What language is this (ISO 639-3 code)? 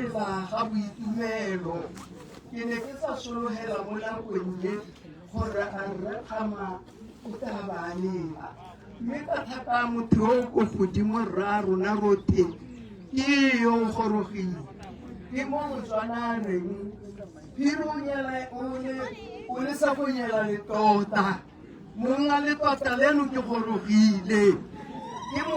tsn